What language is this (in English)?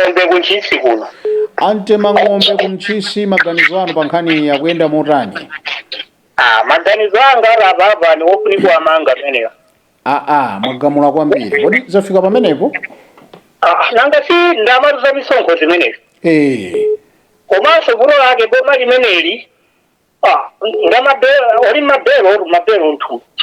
Nyanja